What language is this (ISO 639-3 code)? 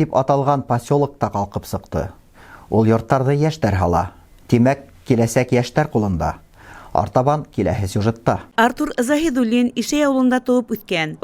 bak